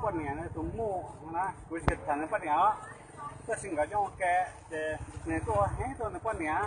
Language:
Hmong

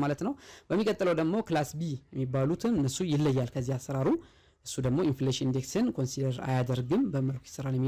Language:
Amharic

